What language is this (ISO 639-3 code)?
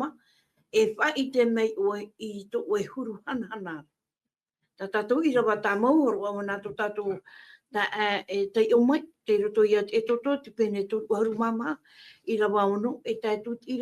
tah